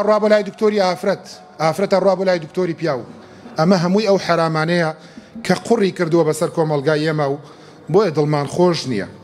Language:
Central Kurdish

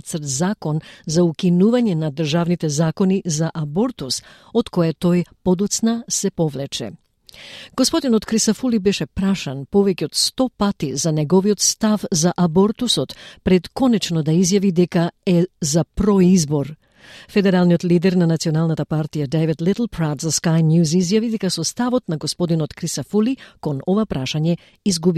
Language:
Macedonian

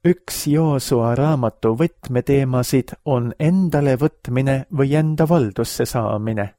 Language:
Estonian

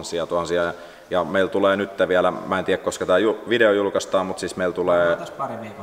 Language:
Finnish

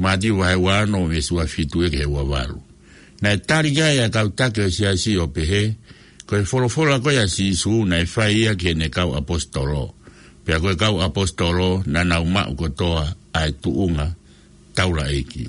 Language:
Tongan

